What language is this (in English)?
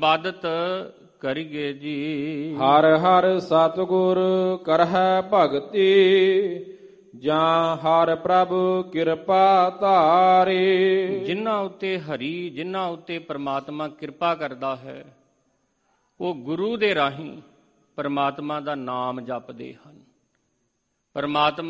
Punjabi